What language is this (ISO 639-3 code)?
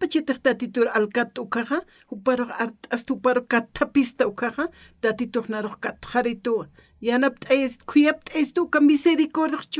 aym